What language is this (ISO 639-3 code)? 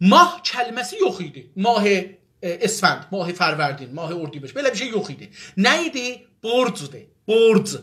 azb